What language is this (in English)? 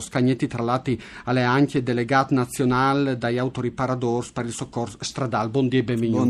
Friulian